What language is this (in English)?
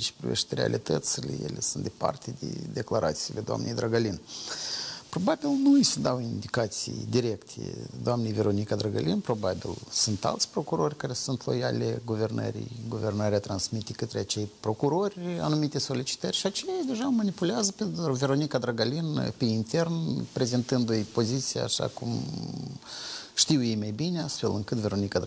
Romanian